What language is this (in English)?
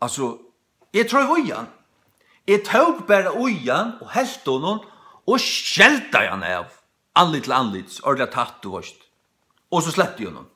Faroese